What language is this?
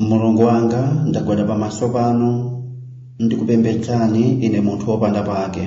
Nyanja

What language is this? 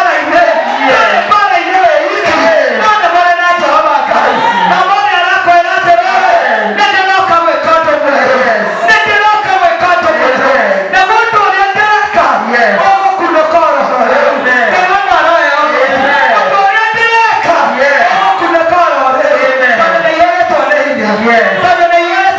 Kikuyu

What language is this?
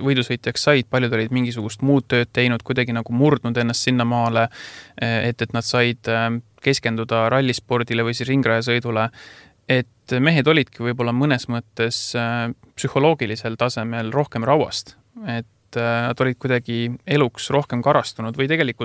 Estonian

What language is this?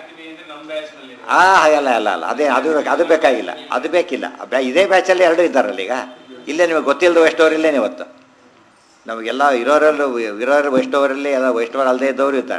Kannada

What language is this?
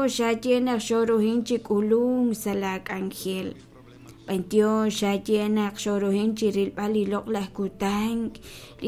Kekchí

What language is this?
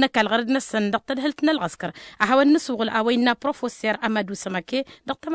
Tamasheq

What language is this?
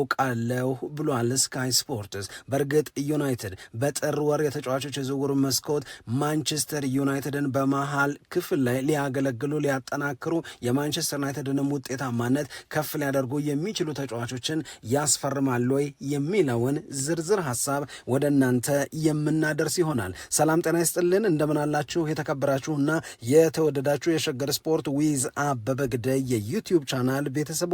Amharic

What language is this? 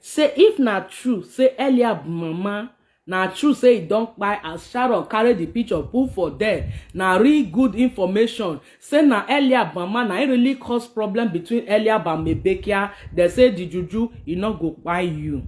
Nigerian Pidgin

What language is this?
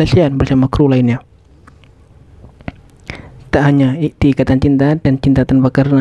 Indonesian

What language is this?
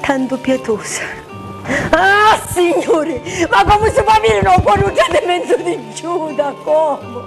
Sicilian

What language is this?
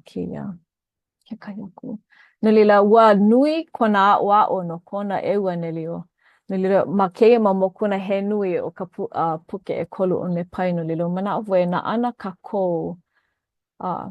Hawaiian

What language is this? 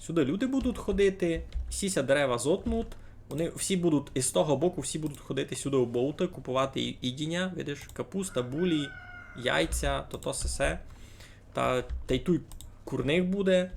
Rusyn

